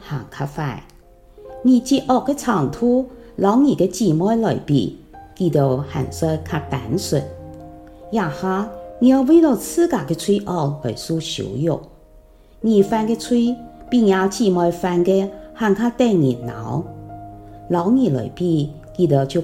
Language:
Hakka Chinese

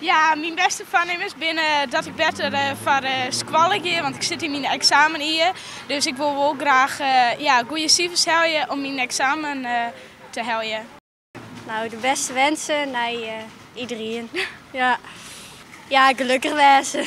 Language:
Western Frisian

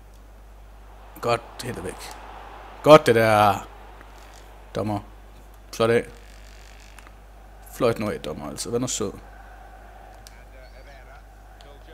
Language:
Danish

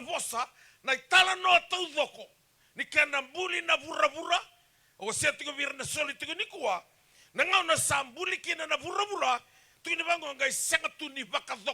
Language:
Fijian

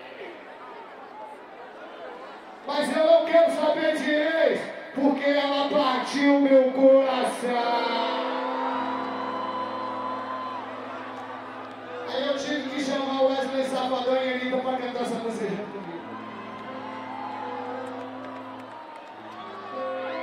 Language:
Portuguese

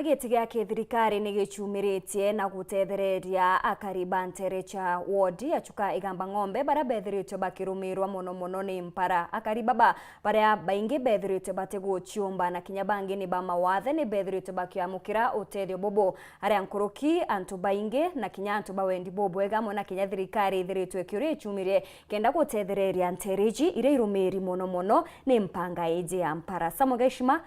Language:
Meru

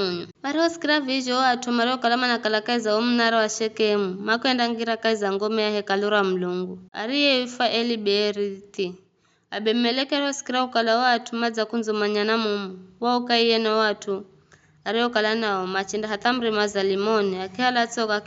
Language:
Giryama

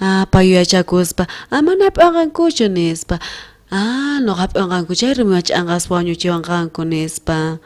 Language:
South Bolivian Quechua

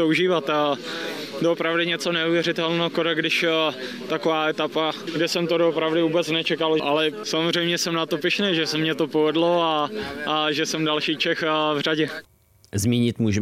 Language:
Czech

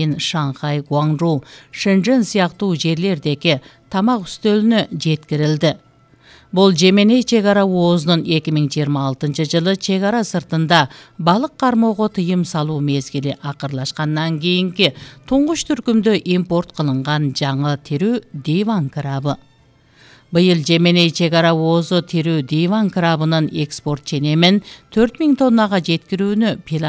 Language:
Kyrgyz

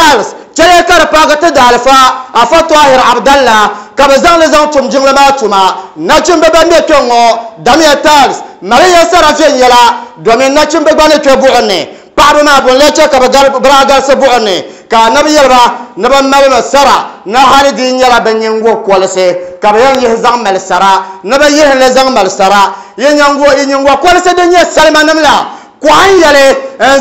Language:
Dagbani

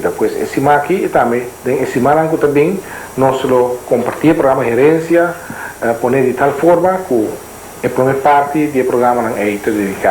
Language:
Papiamento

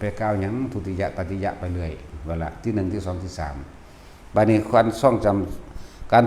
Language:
Northeastern Thai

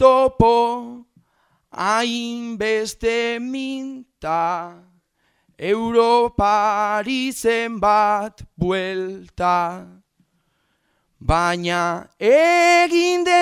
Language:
Basque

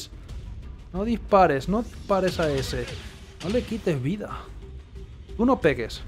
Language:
Spanish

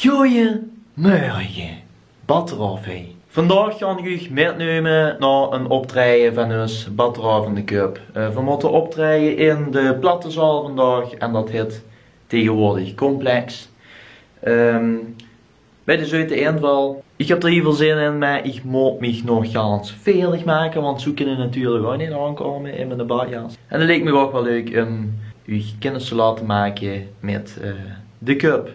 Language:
Limburgish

